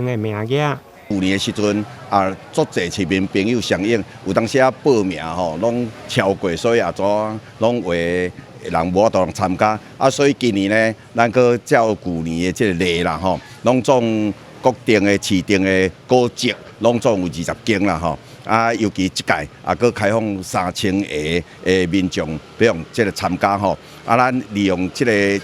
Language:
Min Nan Chinese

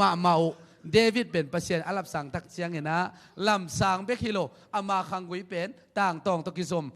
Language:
Tedim Chin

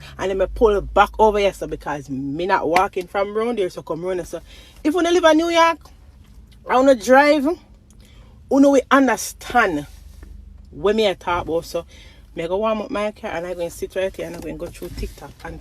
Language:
Jamaican Creole English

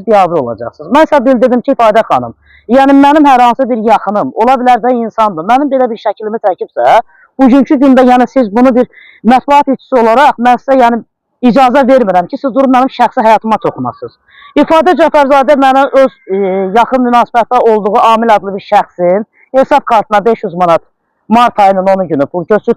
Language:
Azerbaijani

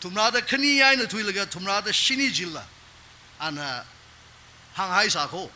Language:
Tangkhul Naga (India)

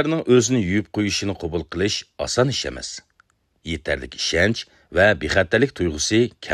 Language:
Uyghur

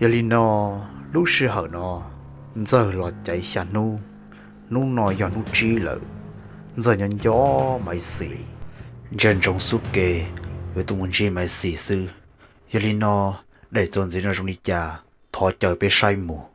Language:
Hmong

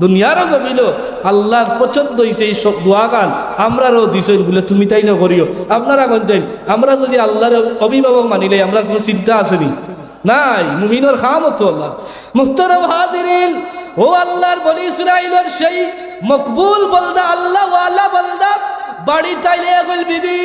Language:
Sylheti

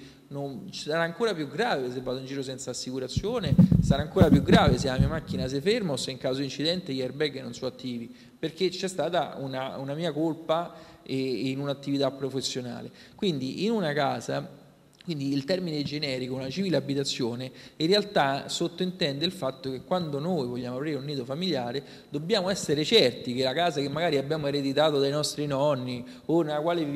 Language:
Italian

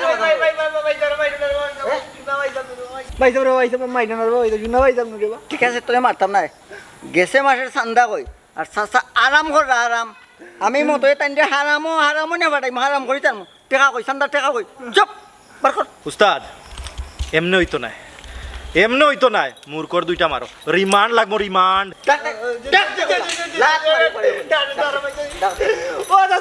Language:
Sylheti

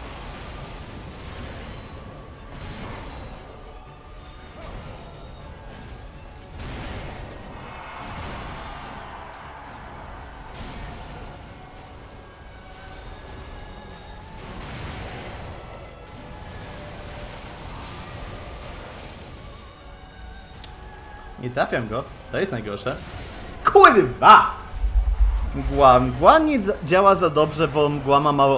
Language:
Polish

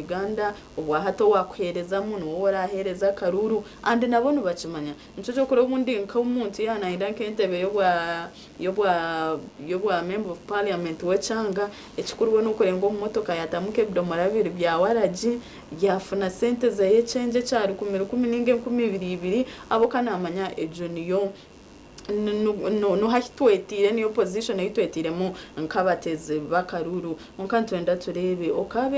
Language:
Nyankole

